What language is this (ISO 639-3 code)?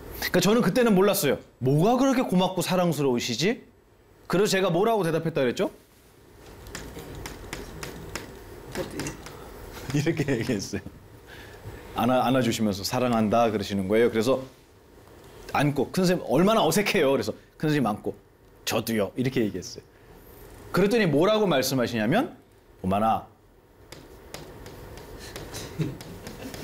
kor